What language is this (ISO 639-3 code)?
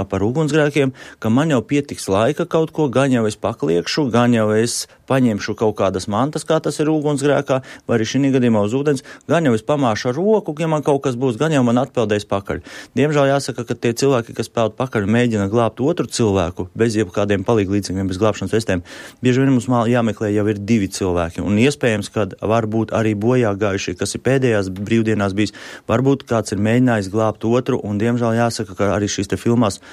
lav